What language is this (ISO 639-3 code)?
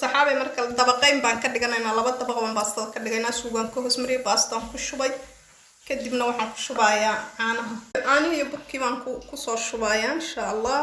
som